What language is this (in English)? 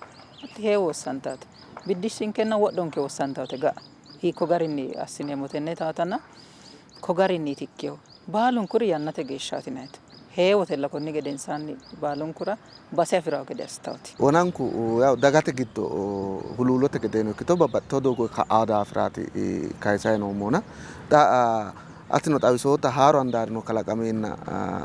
Sidamo